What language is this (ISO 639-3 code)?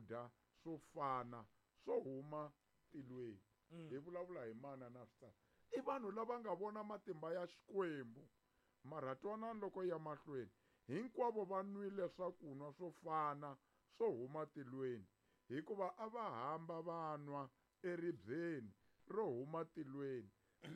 tso